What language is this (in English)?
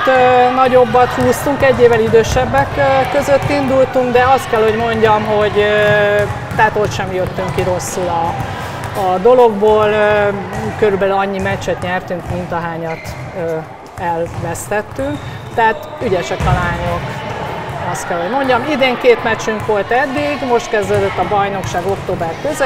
Hungarian